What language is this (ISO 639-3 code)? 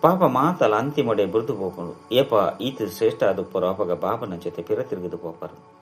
tcy